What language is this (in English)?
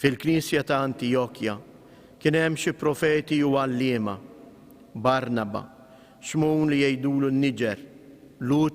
Maltese